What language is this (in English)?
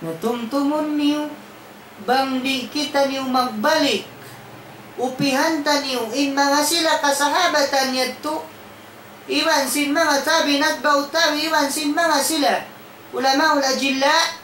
Tausug